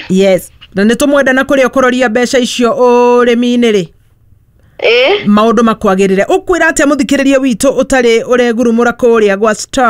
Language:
Kikuyu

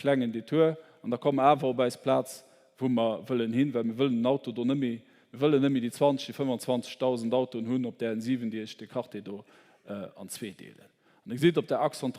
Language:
Luxembourgish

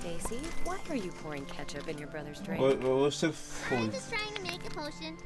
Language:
Swiss German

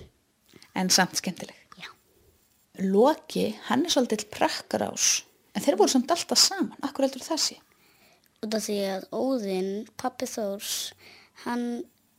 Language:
Icelandic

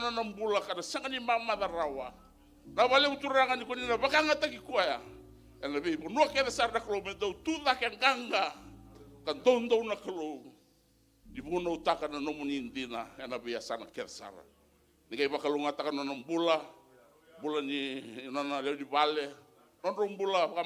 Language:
Fijian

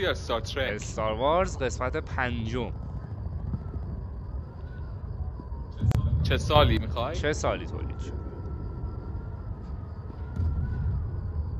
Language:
Persian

